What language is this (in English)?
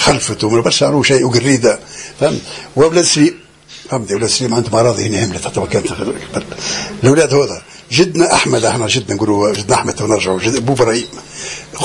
Tunisian Arabic